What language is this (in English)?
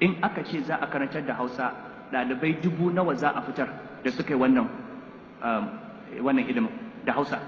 Hausa